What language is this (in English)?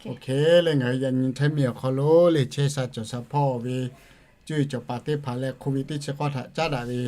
Lahu